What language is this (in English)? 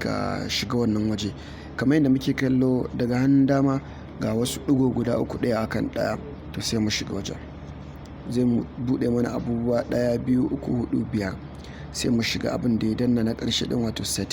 Hausa